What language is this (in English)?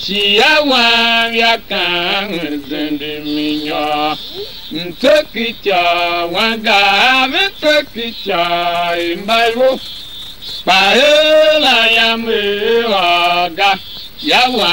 Tiv